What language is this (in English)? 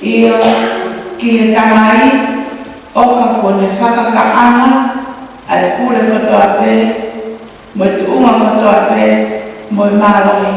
Tongan